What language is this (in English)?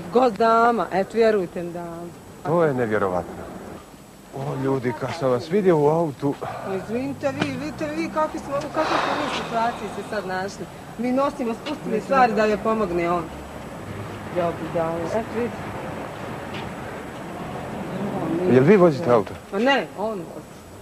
Bosnian